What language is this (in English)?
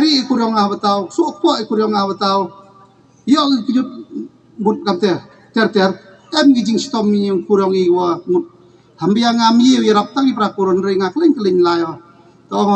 Khasi